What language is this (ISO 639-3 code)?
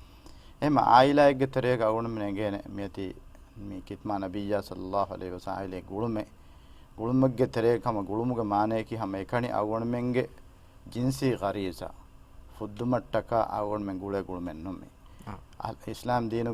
div